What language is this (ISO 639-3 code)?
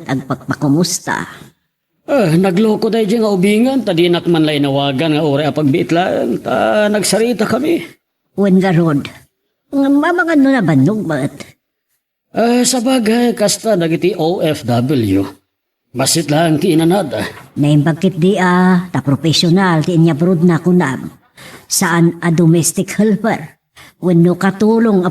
ilo